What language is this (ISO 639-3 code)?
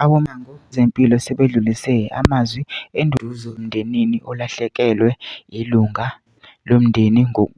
zul